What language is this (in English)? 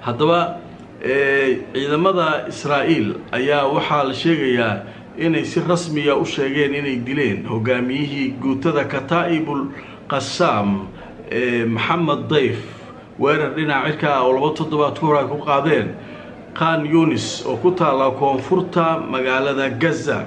Somali